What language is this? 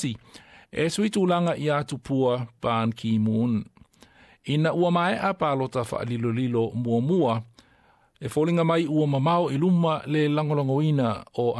Samoan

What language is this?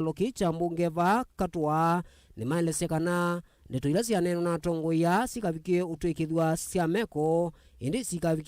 Kamba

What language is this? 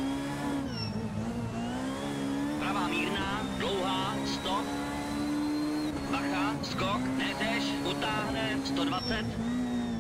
Czech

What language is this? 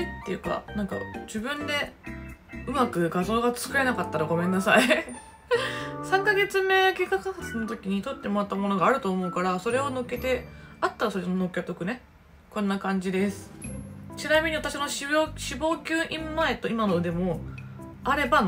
Japanese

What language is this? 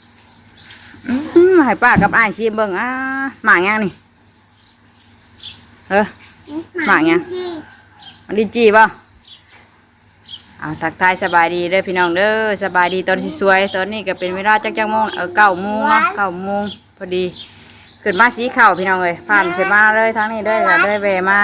Northeastern Thai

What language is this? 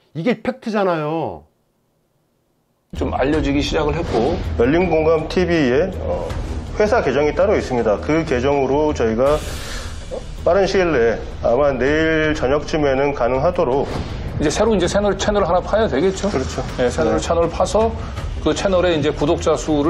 Korean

